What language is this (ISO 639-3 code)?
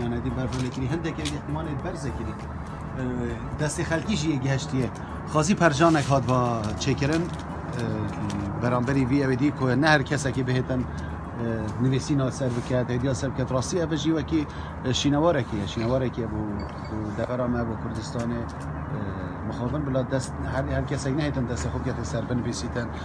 kur